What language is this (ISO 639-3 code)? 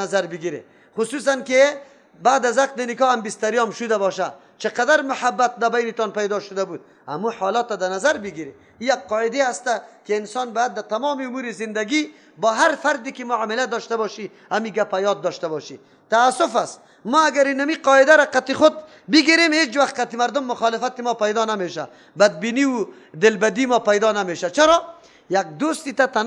fas